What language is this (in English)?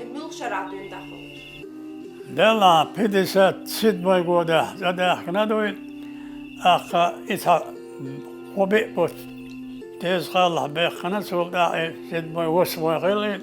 Chechen